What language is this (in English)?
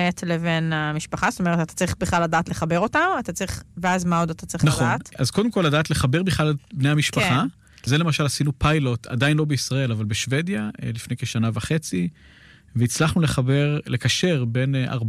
Hebrew